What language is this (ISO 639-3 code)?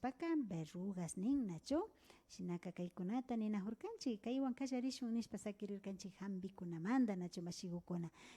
qvi